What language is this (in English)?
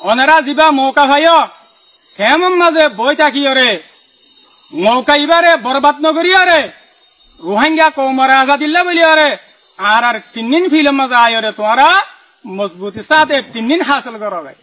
Rohingya